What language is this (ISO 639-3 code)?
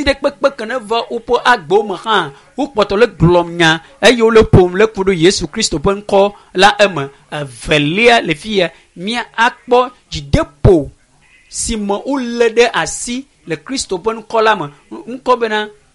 ewe